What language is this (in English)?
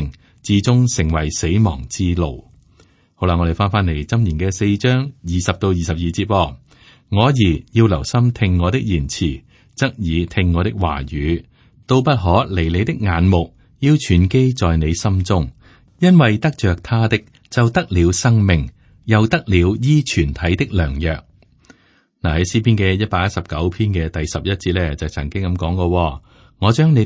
Cantonese